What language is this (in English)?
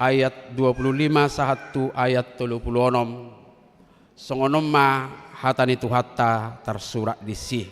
Batak Toba